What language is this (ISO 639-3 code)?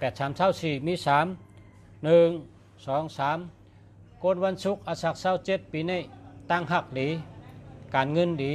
shn